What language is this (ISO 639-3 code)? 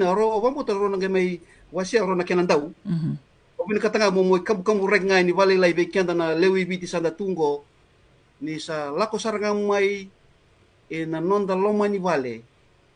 fij